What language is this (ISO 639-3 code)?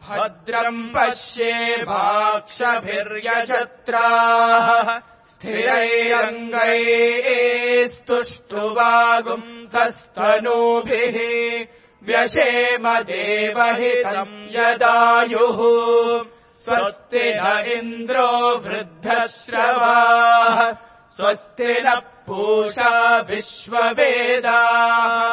san